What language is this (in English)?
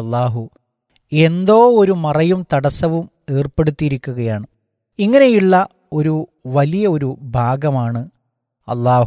Malayalam